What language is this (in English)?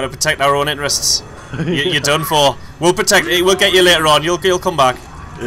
English